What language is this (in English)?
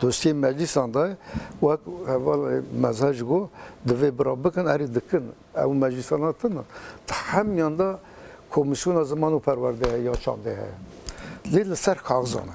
Kurdish